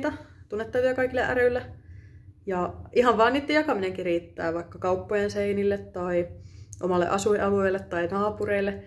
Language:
Finnish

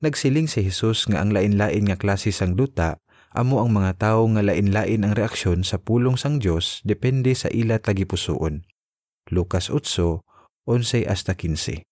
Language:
Hiligaynon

